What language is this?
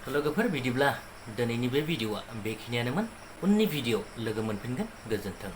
Bodo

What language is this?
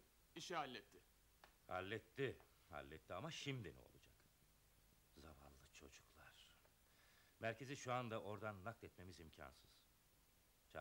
Turkish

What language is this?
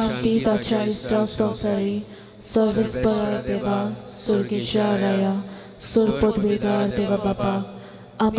Konkani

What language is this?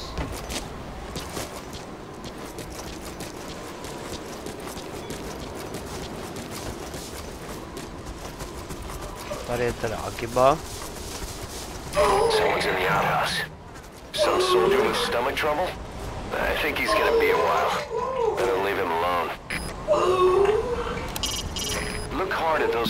Czech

